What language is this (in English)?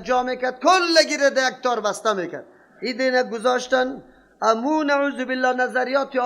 Persian